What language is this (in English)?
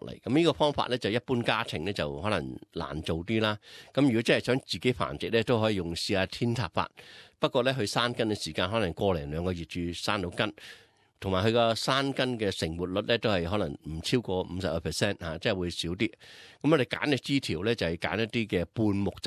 Cantonese